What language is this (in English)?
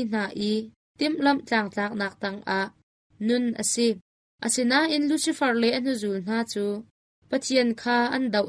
Hakha Chin